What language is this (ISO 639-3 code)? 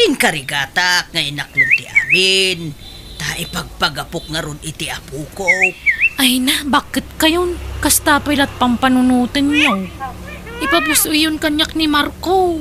ilo